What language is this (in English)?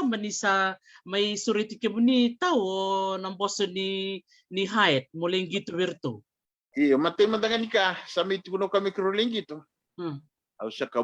Fijian